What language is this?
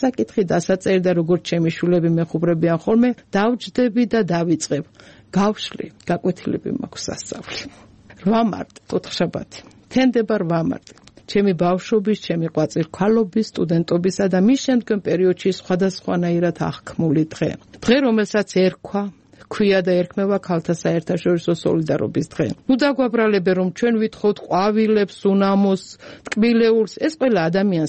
Georgian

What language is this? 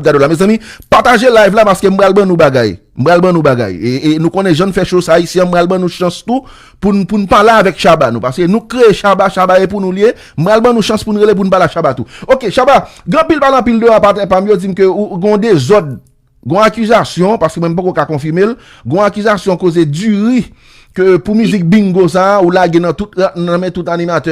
Haitian Creole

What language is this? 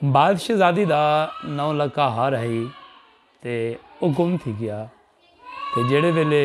Saraiki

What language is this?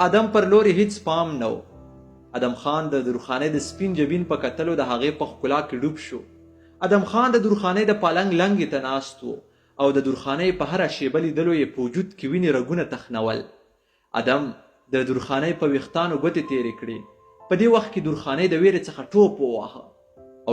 Pashto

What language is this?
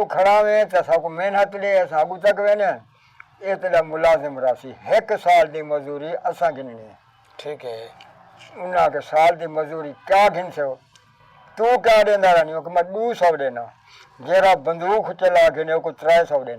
Saraiki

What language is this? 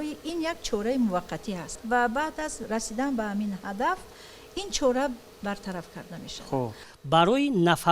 Tajik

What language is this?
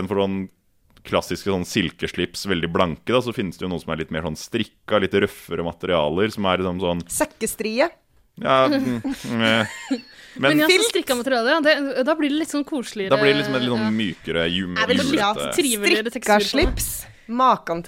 Norwegian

